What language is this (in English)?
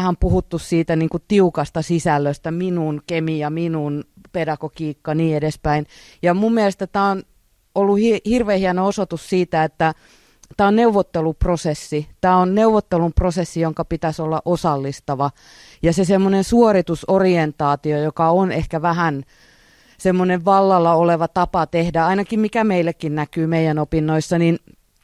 Finnish